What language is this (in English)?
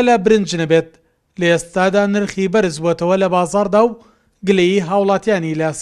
Central Kurdish